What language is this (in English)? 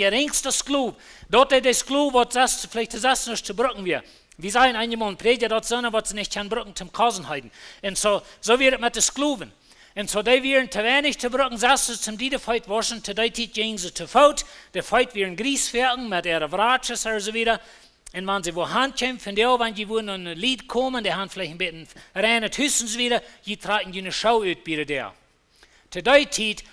Plautdietsch